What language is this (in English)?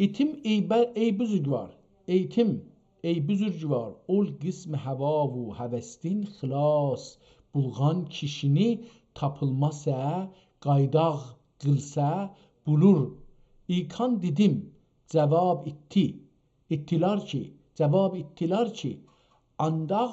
South Azerbaijani